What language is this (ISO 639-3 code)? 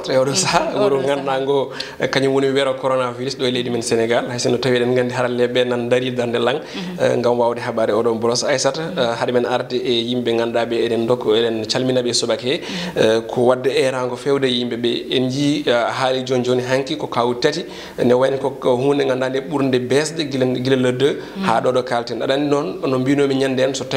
ful